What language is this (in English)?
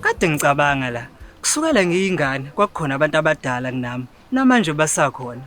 Zulu